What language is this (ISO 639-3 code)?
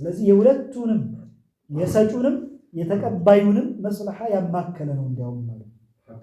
amh